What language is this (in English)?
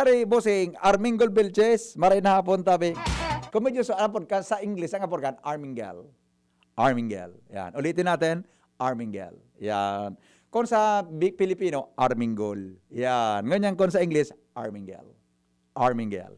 Bikol